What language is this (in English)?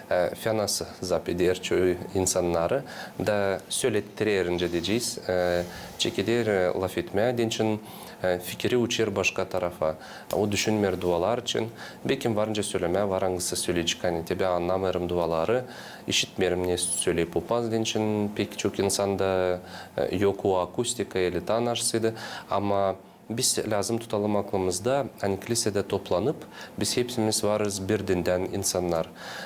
Gagauz